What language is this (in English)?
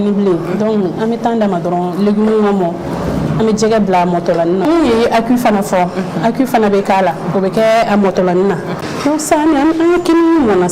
Bambara